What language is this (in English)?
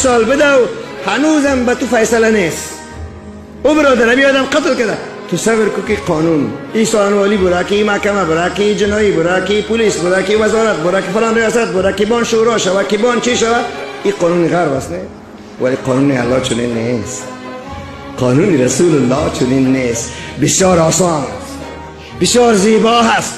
Tajik